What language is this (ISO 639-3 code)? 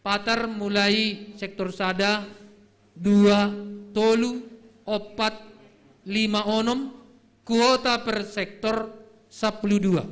bts